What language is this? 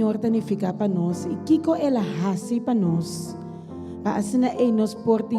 Papiamento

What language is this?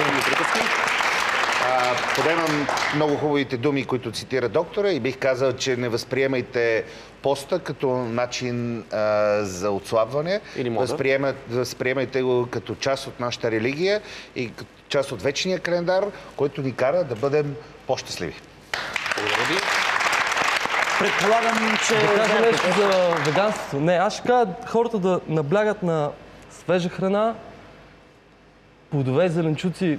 Bulgarian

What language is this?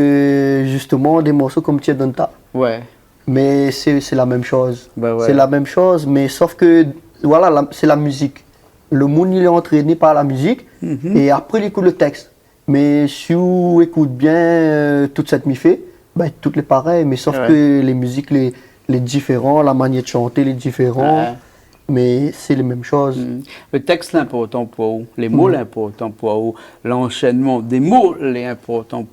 Réunion Creole French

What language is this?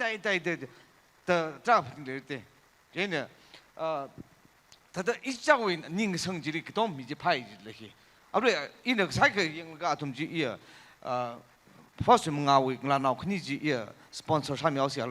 Tangkhul Naga (India)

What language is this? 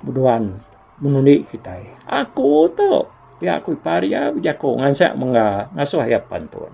Iban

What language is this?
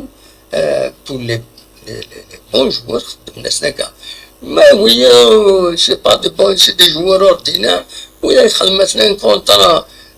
Kabyle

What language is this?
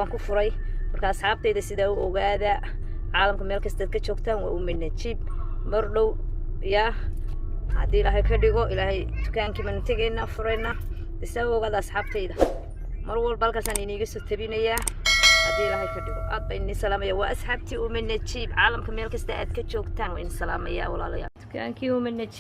Somali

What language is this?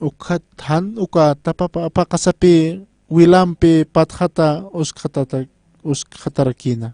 Aymara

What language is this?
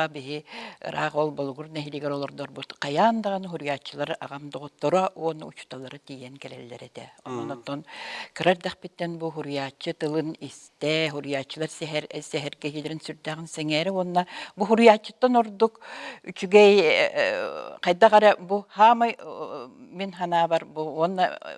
Yakut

